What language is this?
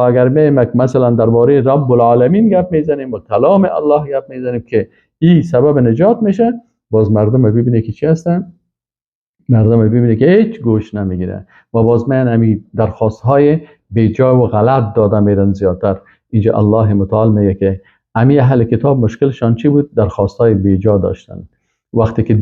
Persian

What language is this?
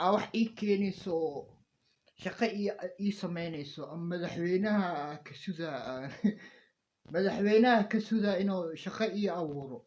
Somali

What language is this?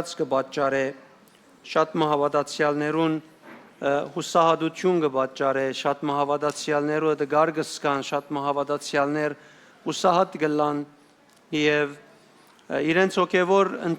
Western Armenian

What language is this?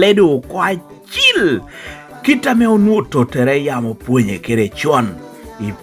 Lango (Uganda)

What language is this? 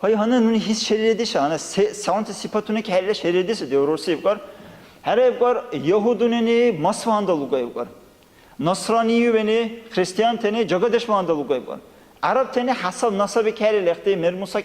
Dargwa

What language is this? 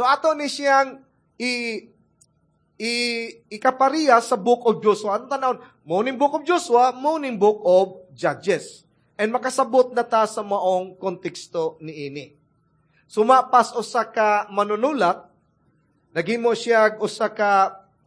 Cebuano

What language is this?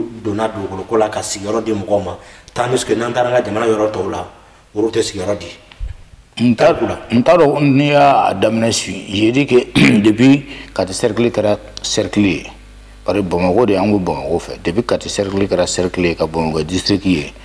Bambara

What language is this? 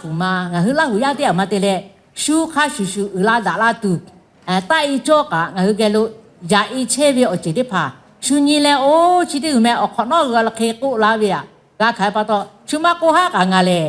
Lahu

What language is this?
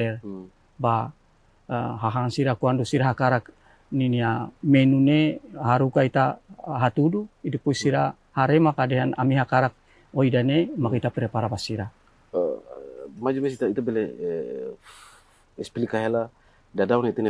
Tetum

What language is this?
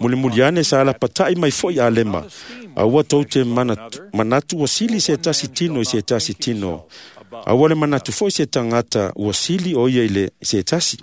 Samoan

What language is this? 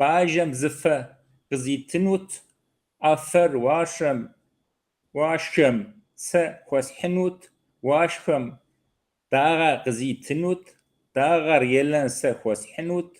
Kabardian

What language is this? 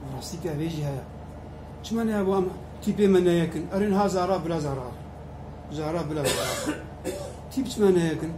Kurdish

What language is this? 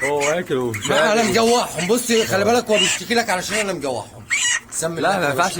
Egyptian Arabic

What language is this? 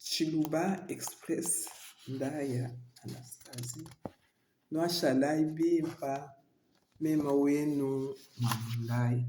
Luba-Lulua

